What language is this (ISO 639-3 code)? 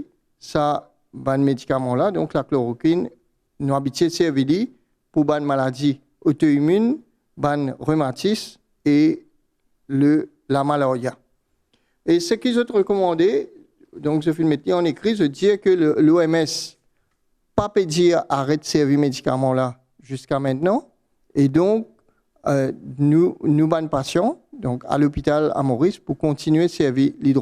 mfe